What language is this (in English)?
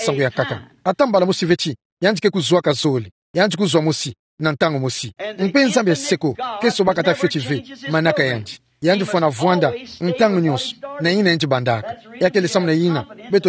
Kituba (Democratic Republic of Congo)